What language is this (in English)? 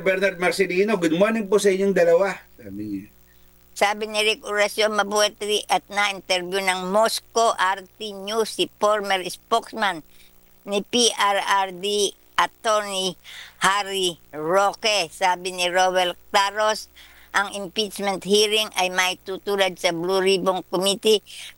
Filipino